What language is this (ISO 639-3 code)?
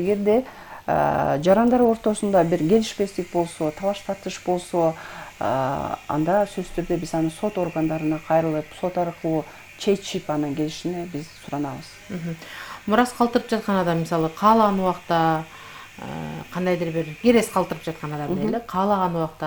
kir